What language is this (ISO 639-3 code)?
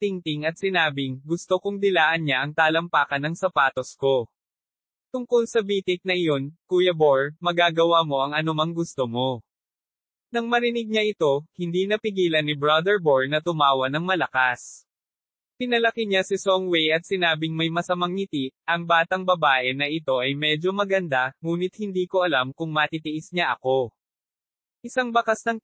fil